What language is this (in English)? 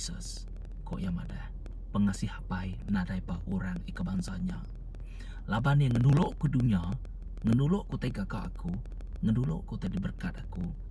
Iban